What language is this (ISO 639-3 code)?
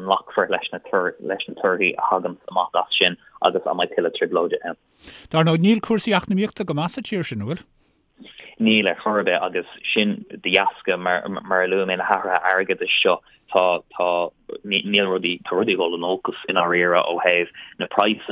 gle